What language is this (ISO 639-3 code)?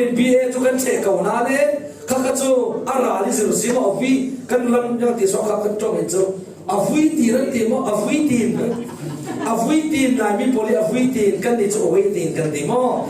cfm